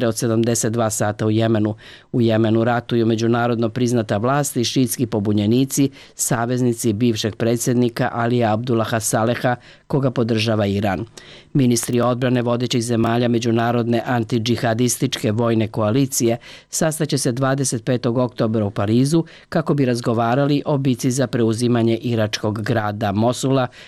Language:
Serbian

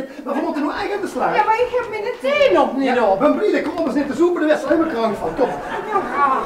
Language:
Limburgish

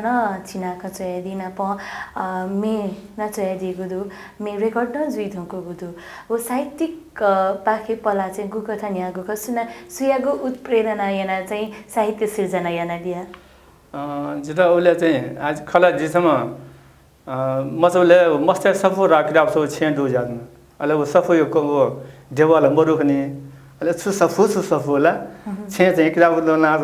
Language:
Newari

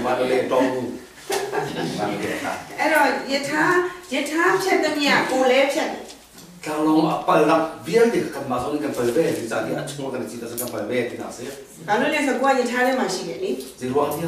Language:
Burmese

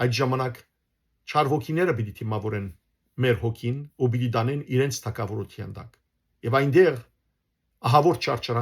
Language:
Western Armenian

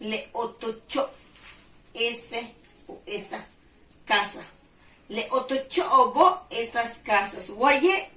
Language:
Yucateco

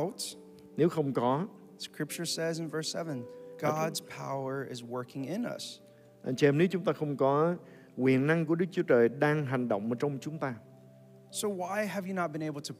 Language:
Vietnamese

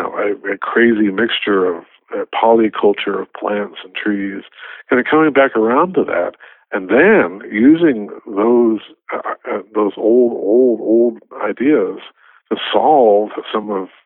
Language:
English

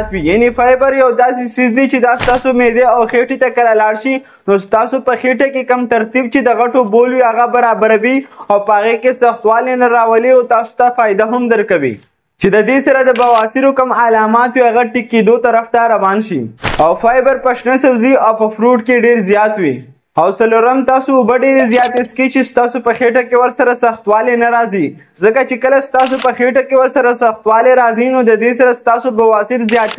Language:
Pashto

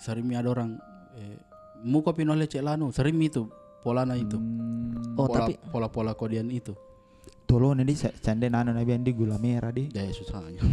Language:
Makassar Malay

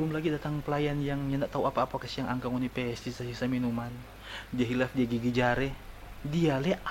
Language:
Manado Malay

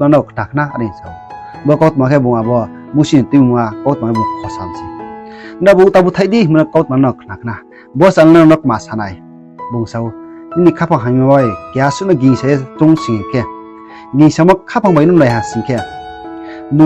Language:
Riang (India)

